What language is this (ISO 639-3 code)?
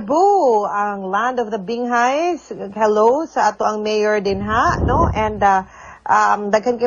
ceb